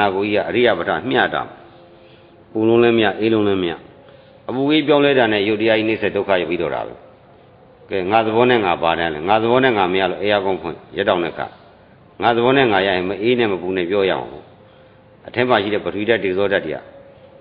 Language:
Burmese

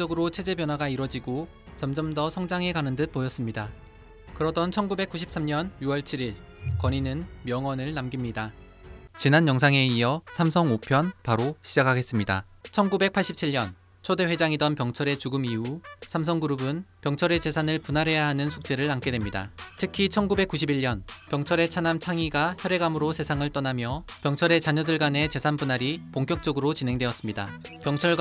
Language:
Korean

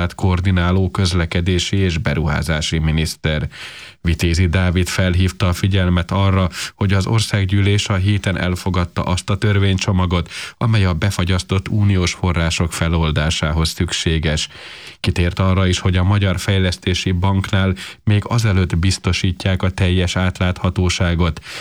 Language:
Hungarian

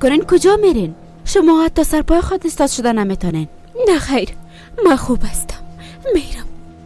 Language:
Persian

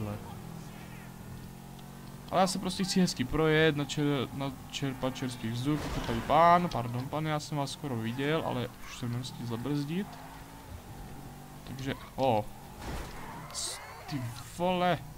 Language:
Czech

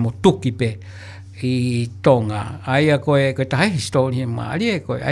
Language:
Tongan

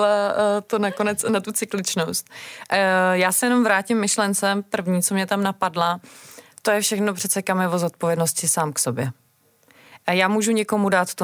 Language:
Czech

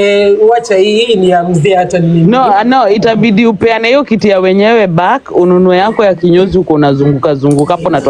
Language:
Swahili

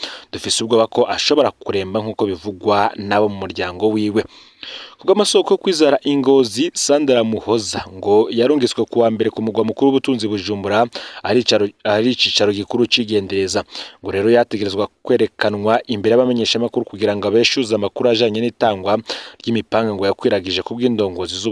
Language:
Rundi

